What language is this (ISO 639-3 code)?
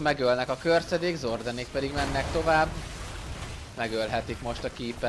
hun